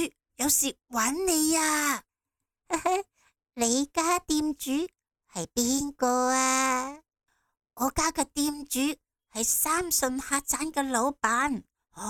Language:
Cantonese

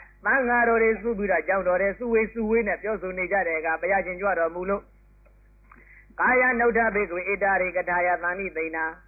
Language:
Burmese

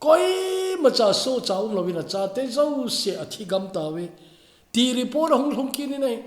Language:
Thado Chin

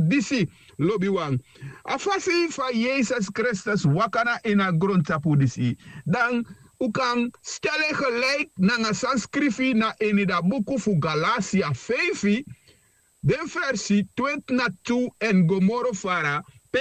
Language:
Sranan Tongo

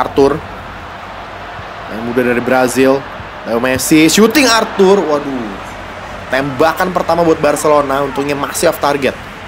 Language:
Indonesian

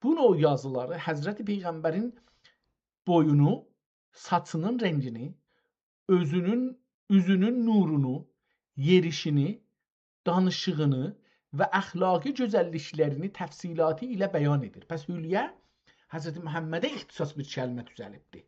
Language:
South Azerbaijani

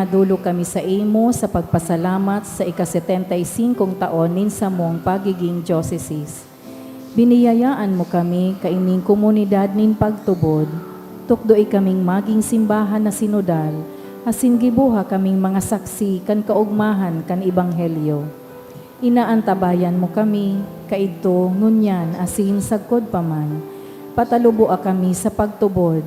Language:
Bikol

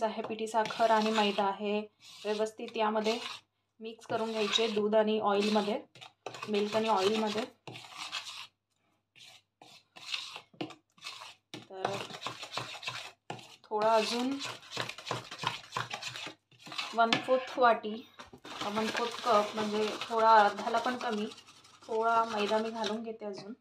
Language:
Marathi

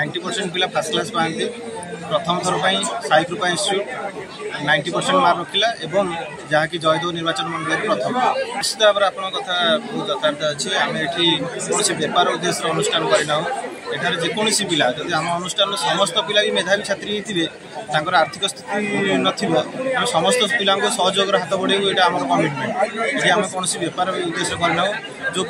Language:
Odia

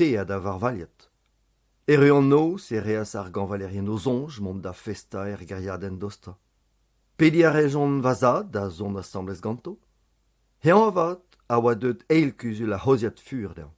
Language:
Breton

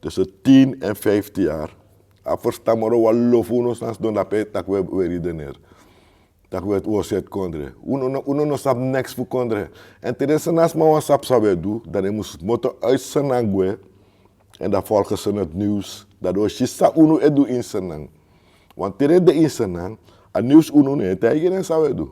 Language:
Sranan Tongo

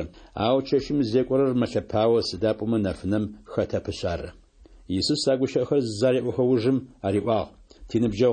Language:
Adyghe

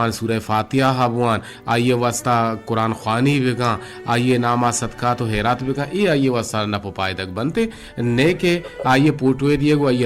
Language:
Eastern Balochi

